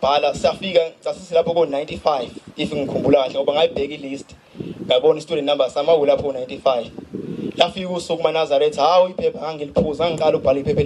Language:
Zulu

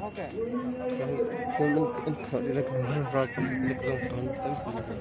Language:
Hakha Chin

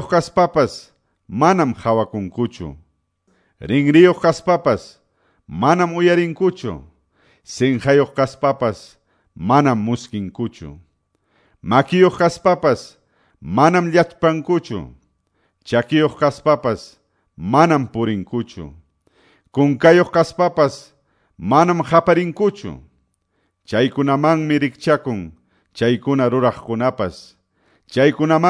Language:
Quechua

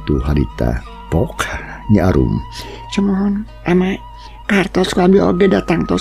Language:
Sundanese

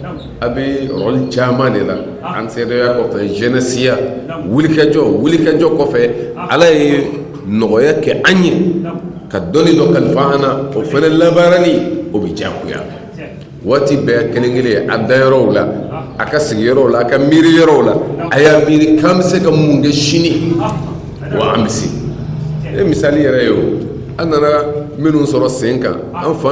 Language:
Bambara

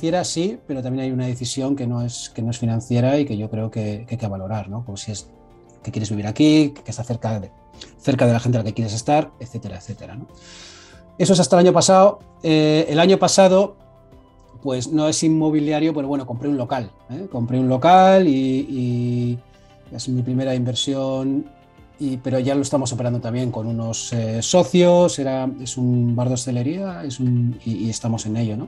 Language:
Spanish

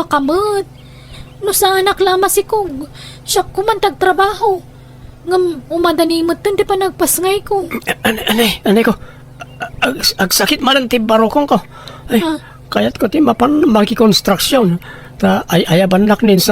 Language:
Iloko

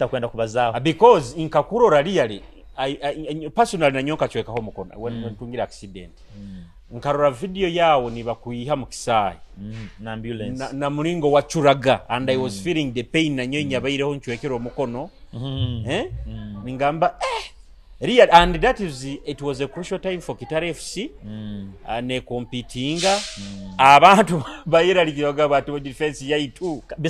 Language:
Nyoro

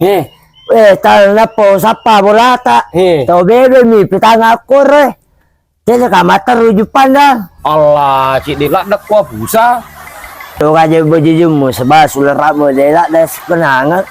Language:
Buginese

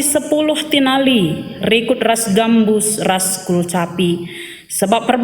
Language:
Batak Karo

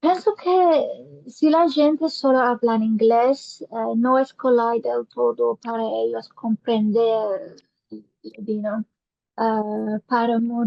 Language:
Ladino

